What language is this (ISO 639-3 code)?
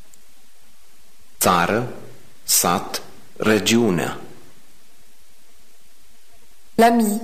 ron